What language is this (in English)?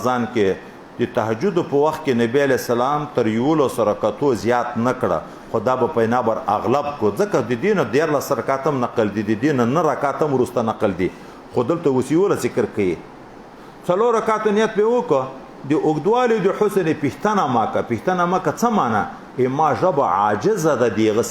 Pashto